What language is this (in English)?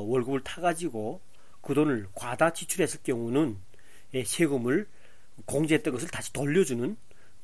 Korean